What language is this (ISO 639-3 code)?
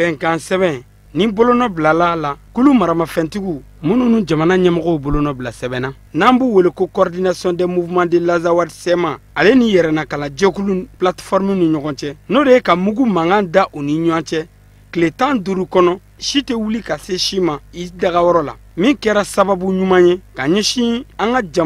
bam